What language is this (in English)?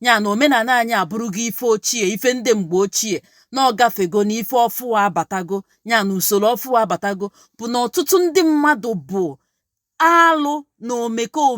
Igbo